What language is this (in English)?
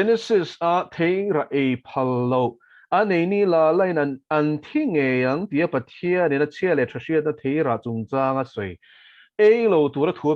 Mizo